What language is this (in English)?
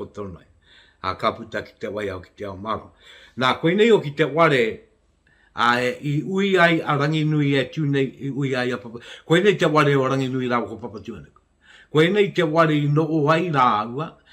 Māori